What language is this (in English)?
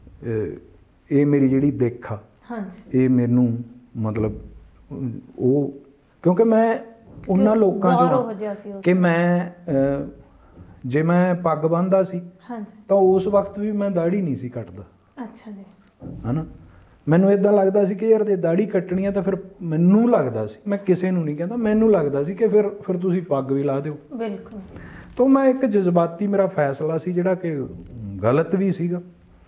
Punjabi